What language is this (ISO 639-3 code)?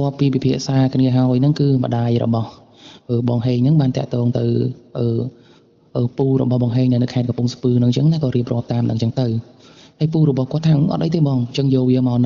khm